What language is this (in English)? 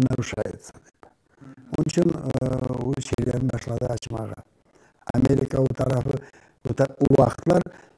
Crimean Tatar